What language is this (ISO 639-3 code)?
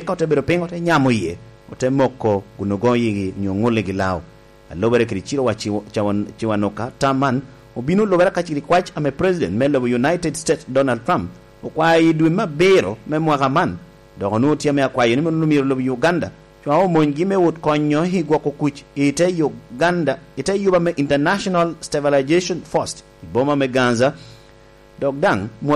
laj